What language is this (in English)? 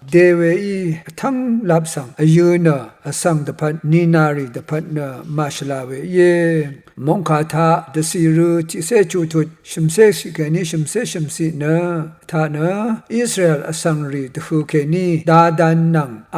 Rawang